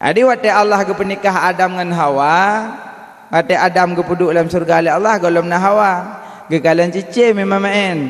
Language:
Achinese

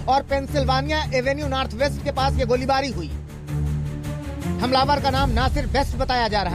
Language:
Hindi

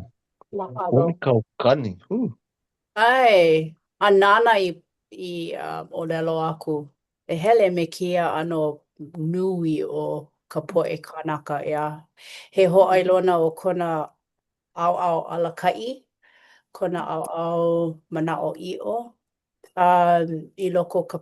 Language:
Hawaiian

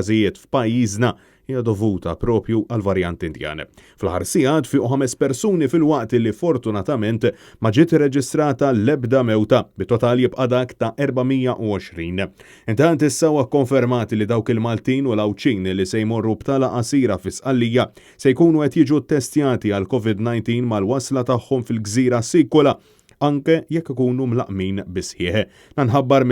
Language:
Maltese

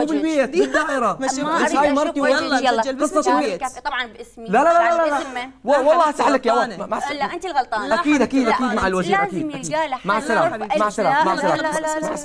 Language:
Mesopotamian Arabic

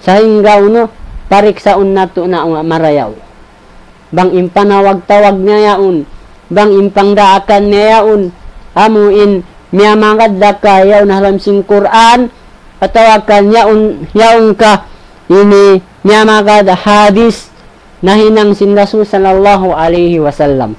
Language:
Tausug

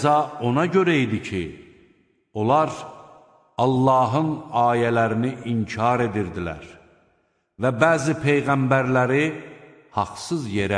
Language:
Azerbaijani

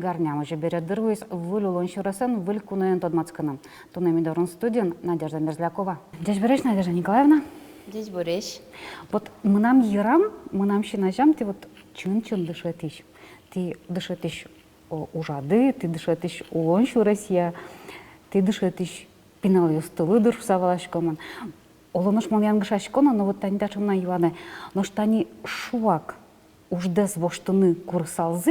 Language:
Udmurt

